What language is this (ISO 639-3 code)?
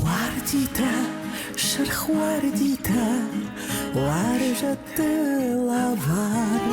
oss